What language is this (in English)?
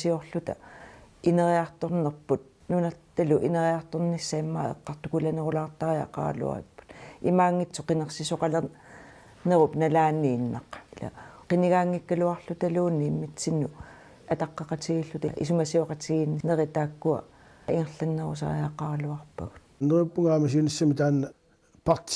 Kalaallisut